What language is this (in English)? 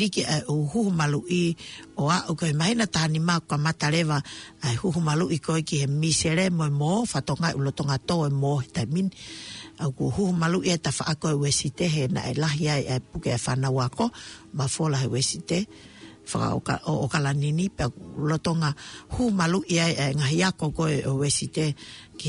Tongan